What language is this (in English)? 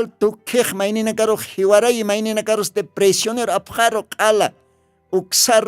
Aymara